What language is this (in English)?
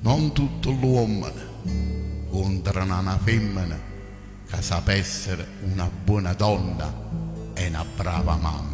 Neapolitan